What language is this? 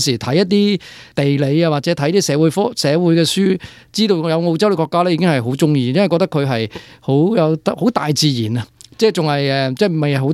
Cantonese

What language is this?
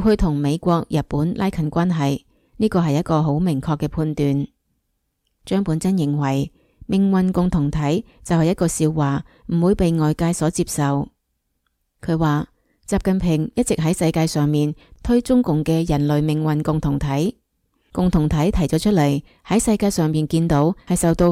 Cantonese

